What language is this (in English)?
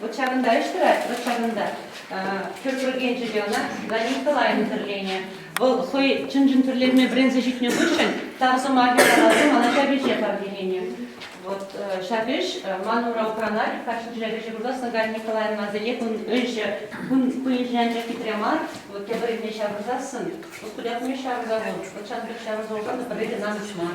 Chuvash